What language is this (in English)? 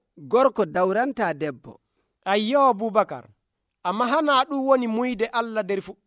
Nigerian Fulfulde